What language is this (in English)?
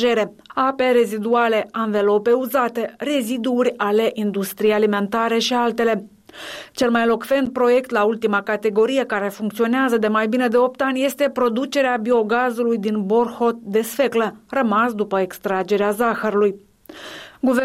Romanian